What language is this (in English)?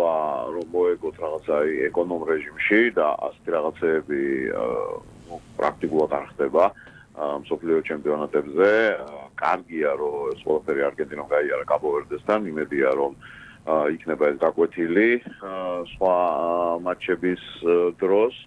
Georgian